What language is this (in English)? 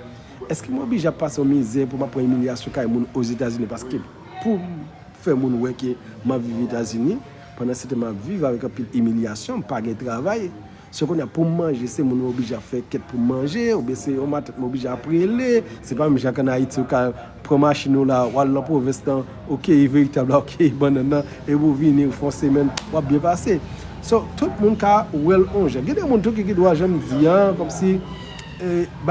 Haitian Creole